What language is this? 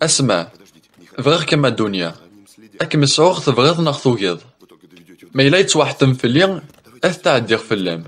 Kabyle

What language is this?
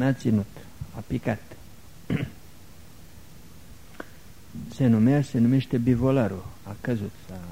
Romanian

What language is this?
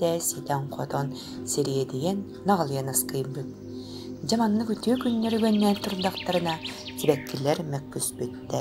Yakut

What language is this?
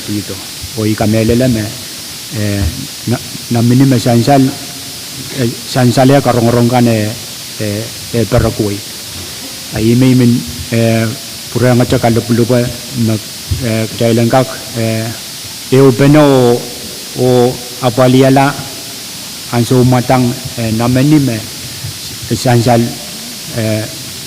Pohnpeian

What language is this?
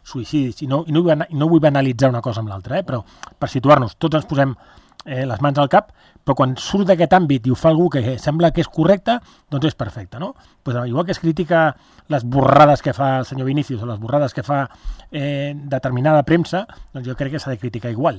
Catalan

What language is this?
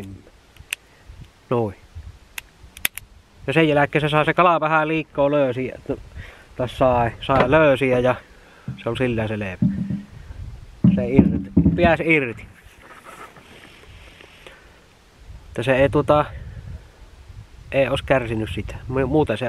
Finnish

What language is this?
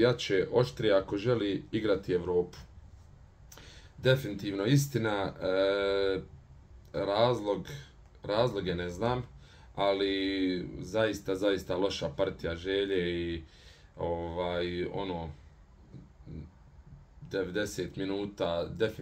Bosnian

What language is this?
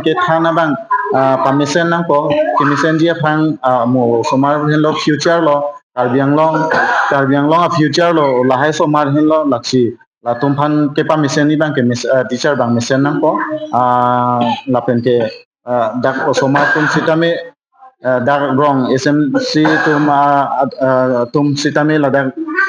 Karbi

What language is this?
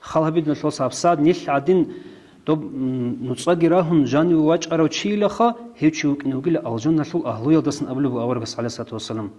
Avaric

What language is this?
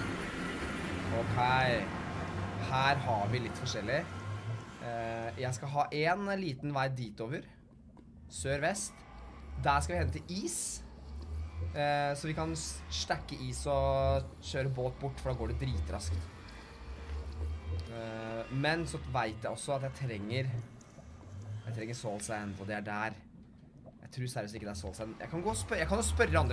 Norwegian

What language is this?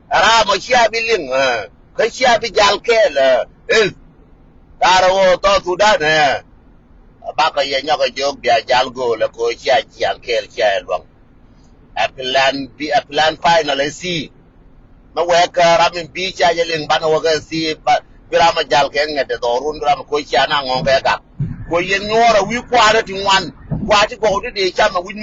Nuer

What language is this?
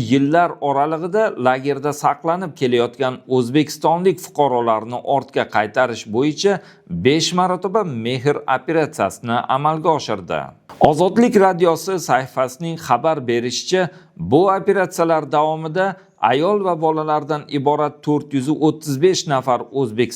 Uzbek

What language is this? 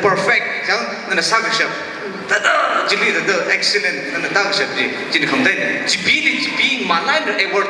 Tangkhul Naga (India)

